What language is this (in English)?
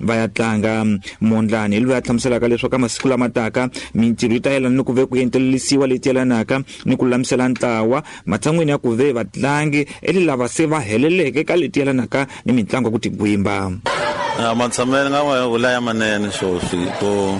Tsonga